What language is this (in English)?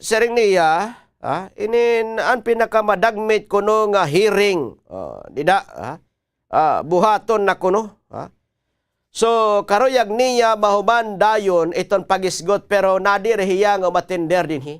Waray